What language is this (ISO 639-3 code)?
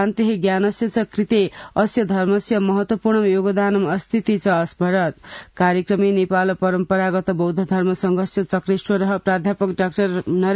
san